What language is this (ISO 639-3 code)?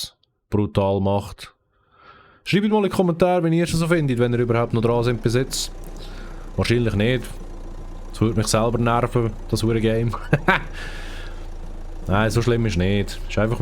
gsw